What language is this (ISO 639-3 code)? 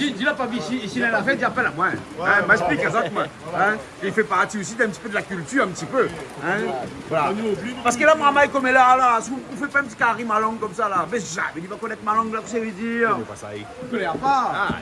rcf